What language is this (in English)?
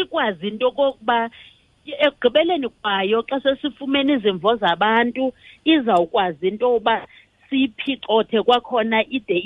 Xhosa